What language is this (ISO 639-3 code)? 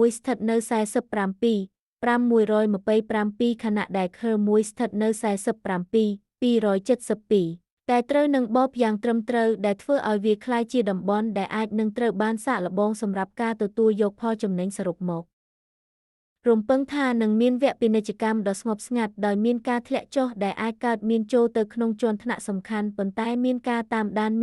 khm